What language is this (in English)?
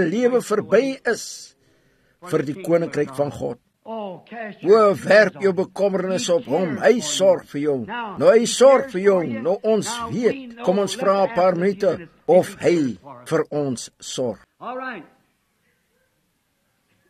Afrikaans